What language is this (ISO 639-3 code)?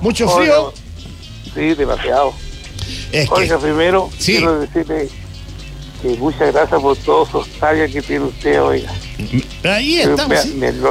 spa